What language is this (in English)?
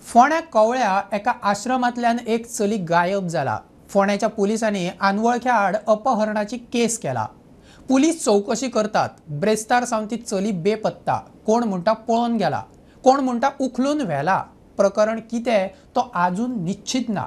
Konkani